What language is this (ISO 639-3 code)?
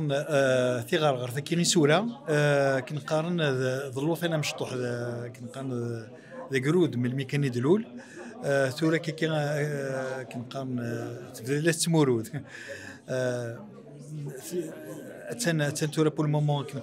kab